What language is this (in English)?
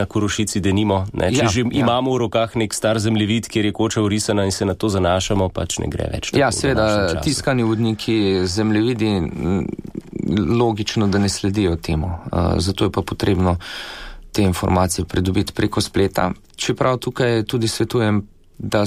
Slovenian